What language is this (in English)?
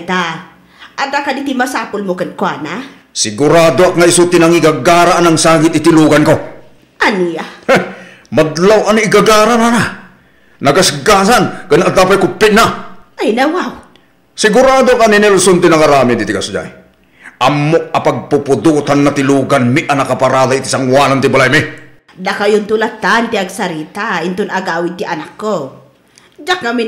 Iloko